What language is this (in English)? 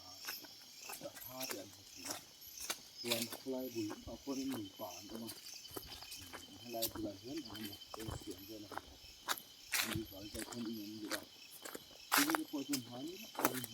Mizo